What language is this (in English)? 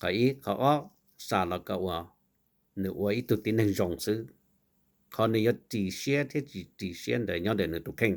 Hmong